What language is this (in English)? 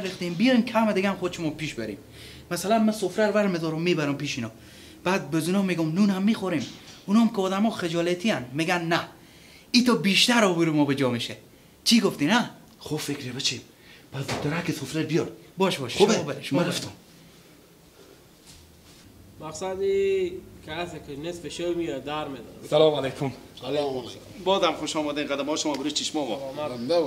Persian